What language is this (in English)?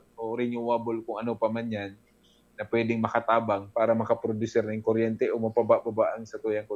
Bikol